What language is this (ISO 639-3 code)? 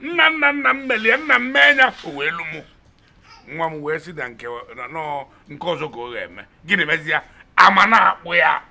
ibo